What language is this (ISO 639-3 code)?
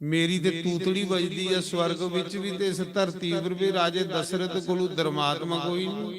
doi